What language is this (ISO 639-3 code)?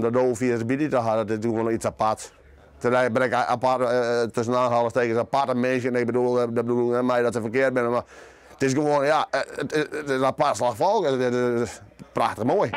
fry